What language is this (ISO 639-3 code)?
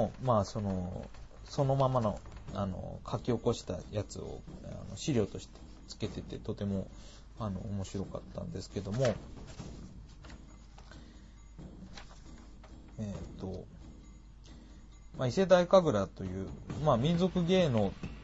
jpn